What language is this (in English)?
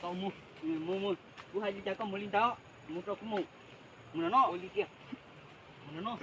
Hmong